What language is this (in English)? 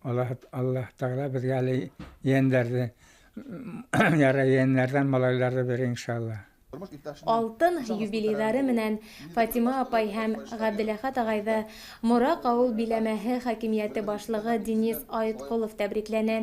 Bashkir